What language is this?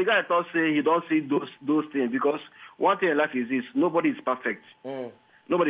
Nigerian Pidgin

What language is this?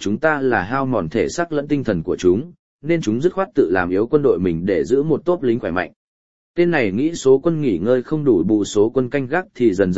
Vietnamese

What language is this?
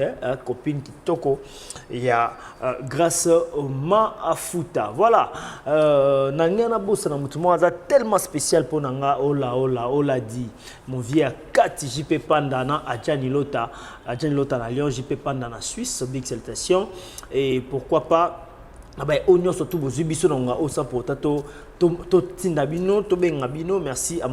Lingala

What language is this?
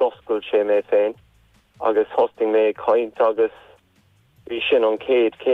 Irish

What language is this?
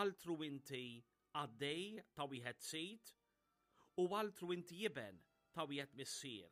Maltese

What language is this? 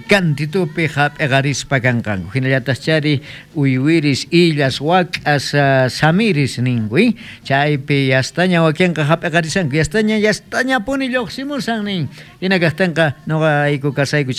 South Bolivian Quechua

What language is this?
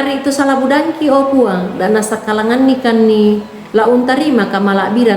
Toraja-Sa'dan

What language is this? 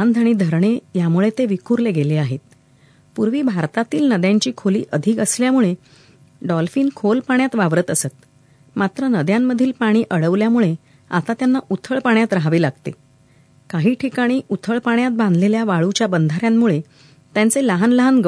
Marathi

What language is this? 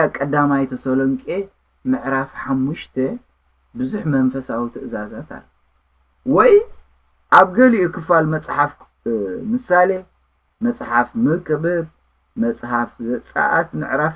Tigrinya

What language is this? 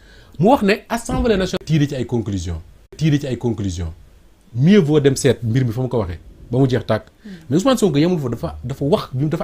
Wolof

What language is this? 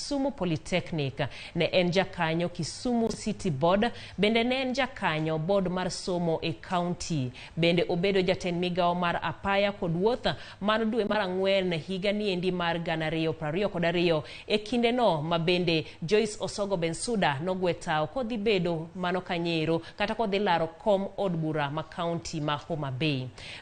Luo (Kenya and Tanzania)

